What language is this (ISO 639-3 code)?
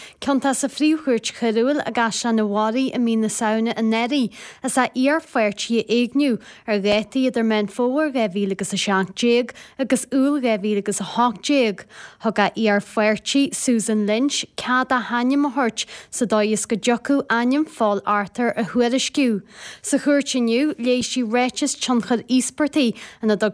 gle